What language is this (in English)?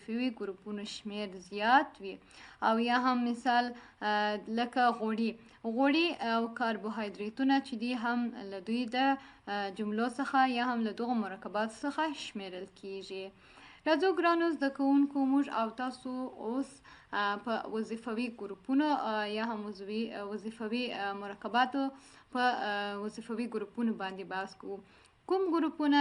Pashto